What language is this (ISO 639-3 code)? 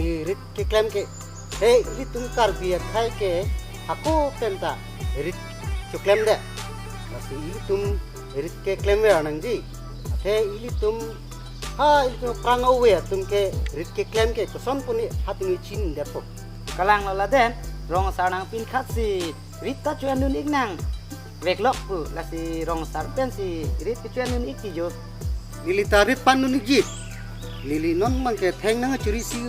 mjw